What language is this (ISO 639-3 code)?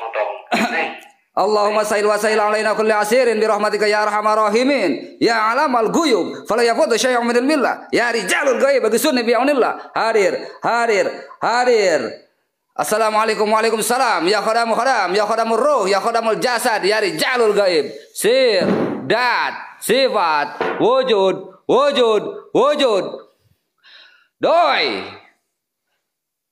ind